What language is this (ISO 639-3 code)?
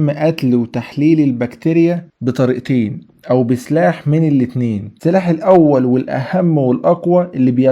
arz